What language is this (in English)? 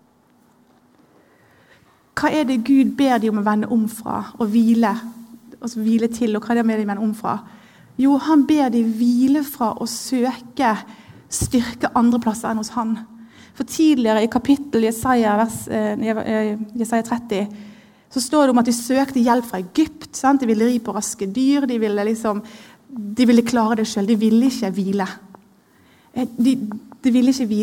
Norwegian